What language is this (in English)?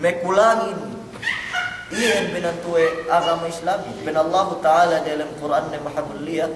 Yakan